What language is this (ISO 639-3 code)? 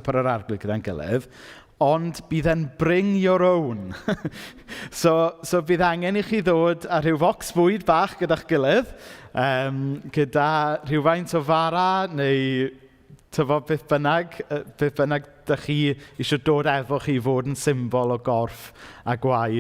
cym